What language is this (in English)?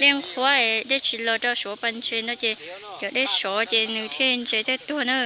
Hmong